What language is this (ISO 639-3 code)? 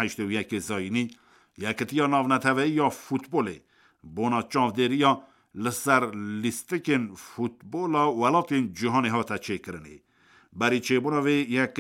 kur